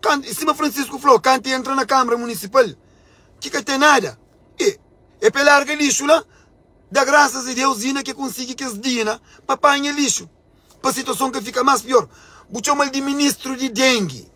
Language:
Kabuverdianu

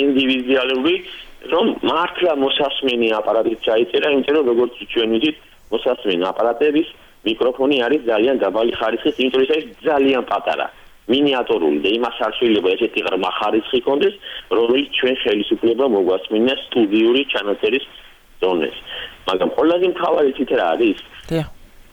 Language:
Georgian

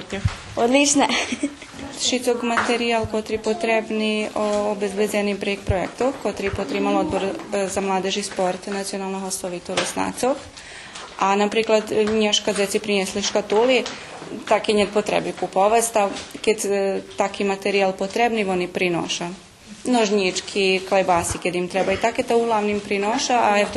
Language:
Rusyn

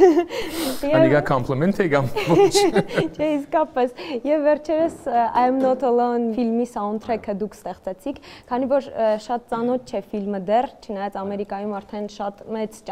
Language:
Armenian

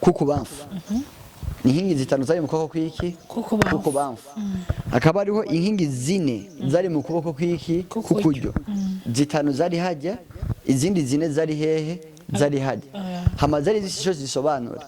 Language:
Rundi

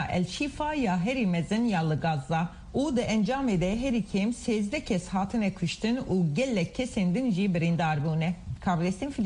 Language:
Kurdish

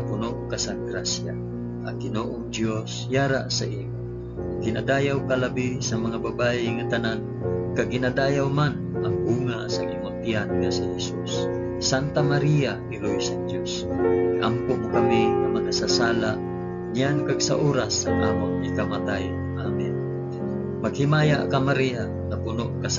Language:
Hiligaynon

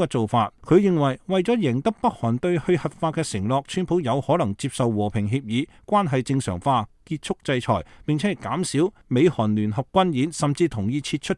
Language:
Cantonese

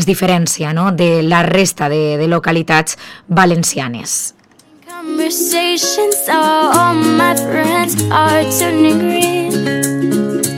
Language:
Catalan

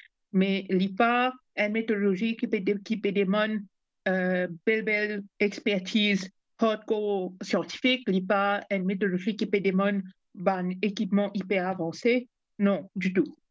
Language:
Morisyen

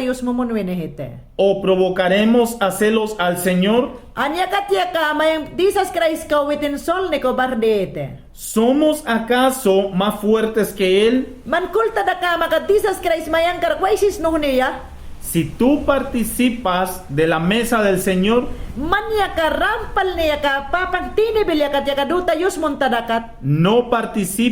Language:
Mayangna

